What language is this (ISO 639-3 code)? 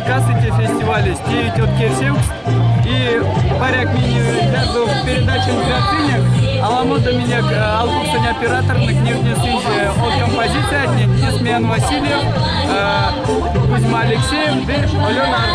myv